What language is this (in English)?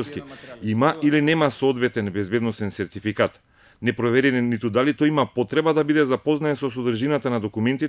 Macedonian